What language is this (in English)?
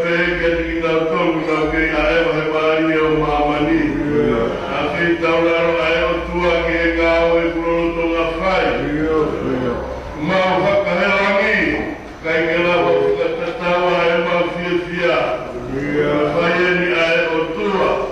Tongan